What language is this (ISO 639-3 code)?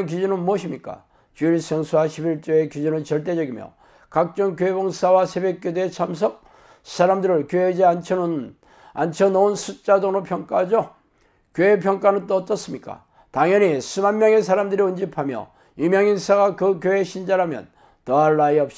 kor